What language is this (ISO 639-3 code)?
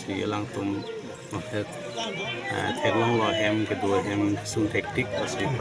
mjw